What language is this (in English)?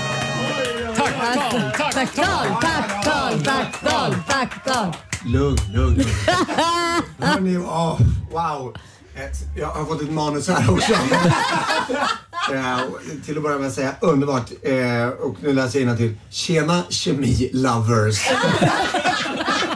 Swedish